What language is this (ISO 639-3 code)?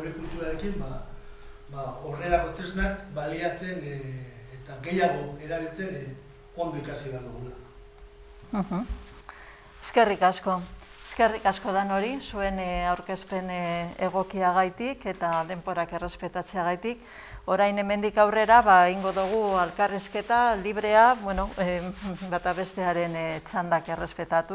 eus